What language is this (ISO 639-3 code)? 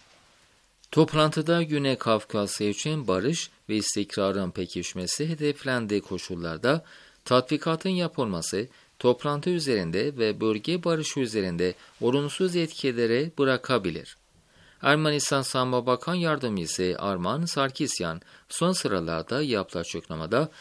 tur